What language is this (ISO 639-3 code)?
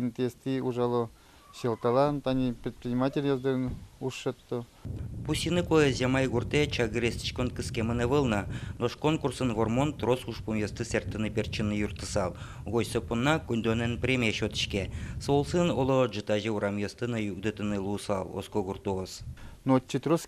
udm